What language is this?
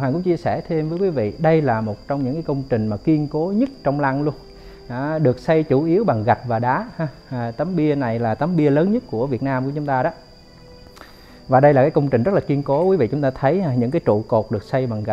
Vietnamese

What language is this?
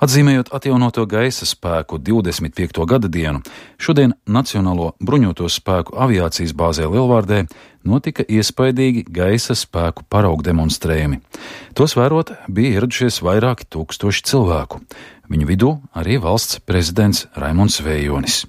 Latvian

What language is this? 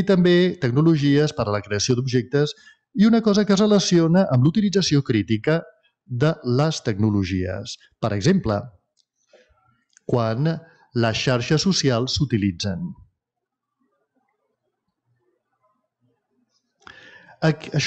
Catalan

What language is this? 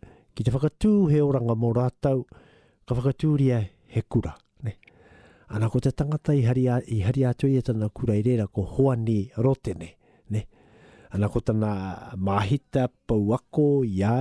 Māori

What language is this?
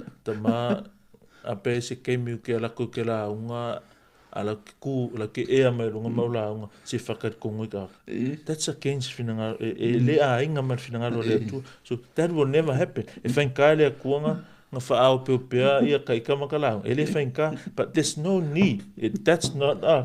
Samoan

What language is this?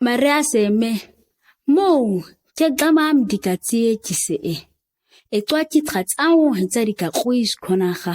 ǁGana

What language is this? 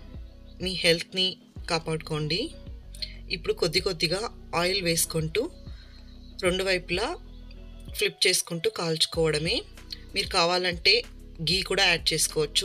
Telugu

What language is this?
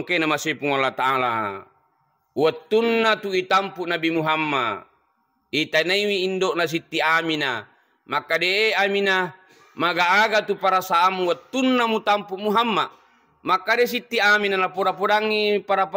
Buginese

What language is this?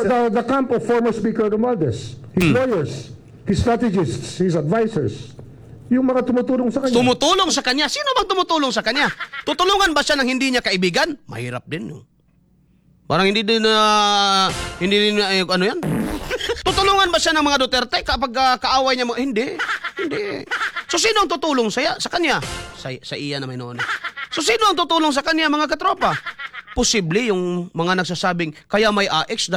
Filipino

